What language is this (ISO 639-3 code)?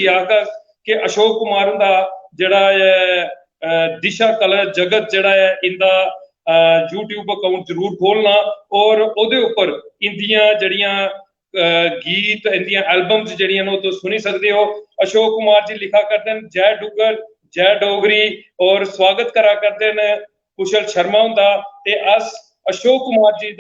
doi